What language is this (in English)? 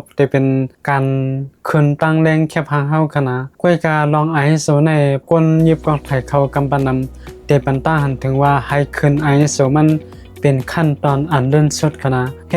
Shan